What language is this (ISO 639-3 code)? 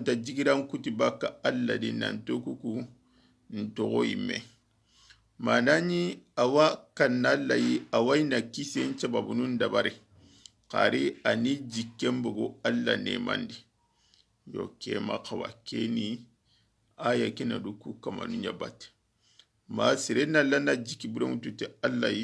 snk